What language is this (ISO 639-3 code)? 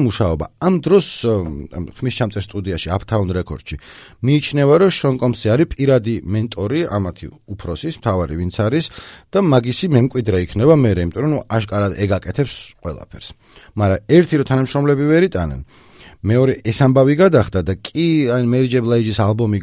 kat